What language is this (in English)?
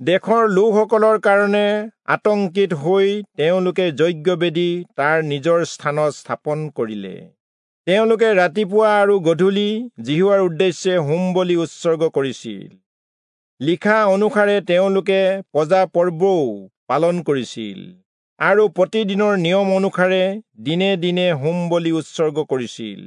Assamese